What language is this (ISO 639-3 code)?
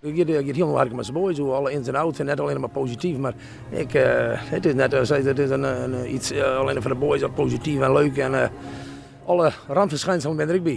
fry